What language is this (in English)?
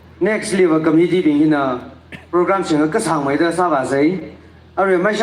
Tangkhul Naga (India)